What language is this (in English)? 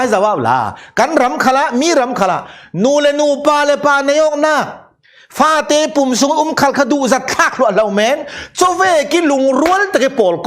Falam Chin